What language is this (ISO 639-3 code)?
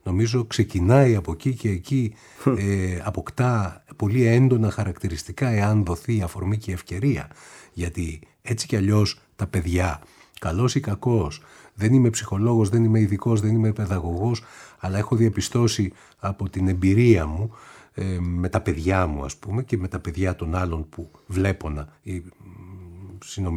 ell